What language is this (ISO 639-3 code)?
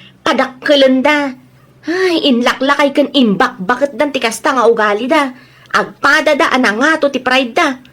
ilo